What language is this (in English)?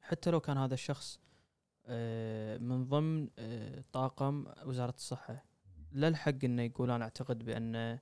Gulf Arabic